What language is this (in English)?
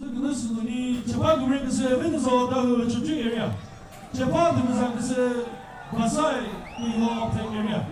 Chokri Naga